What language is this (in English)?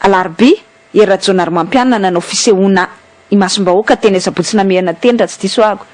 Malagasy